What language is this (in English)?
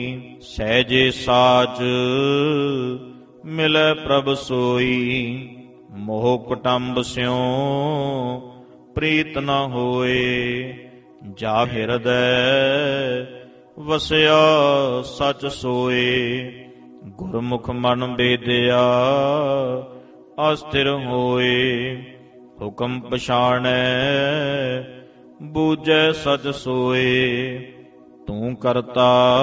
Punjabi